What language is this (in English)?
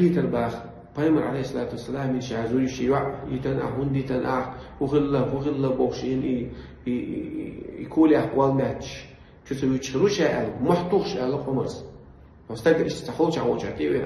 Chechen